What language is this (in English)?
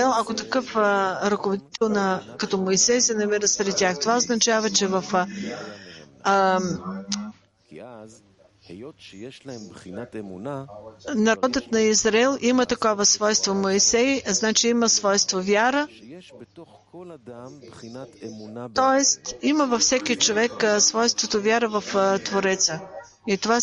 Bulgarian